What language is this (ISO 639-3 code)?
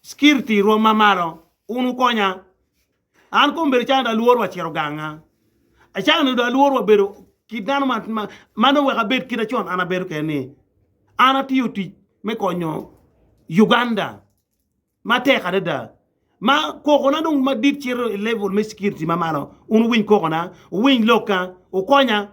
ach